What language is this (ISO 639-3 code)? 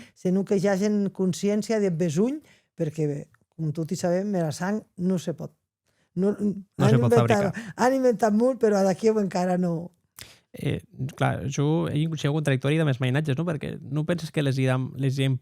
oci